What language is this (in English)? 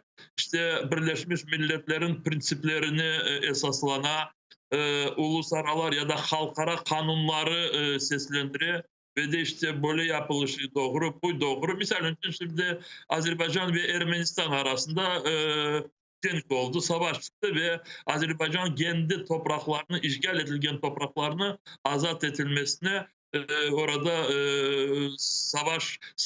Crimean Tatar